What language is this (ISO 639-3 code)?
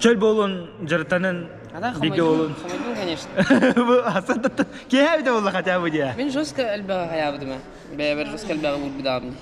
sah